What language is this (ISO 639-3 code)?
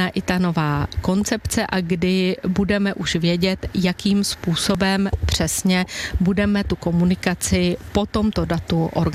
ces